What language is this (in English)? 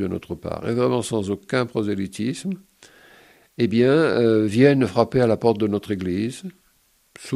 French